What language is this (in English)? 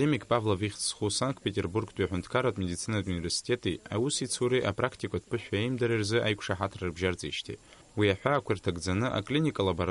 Abkhazian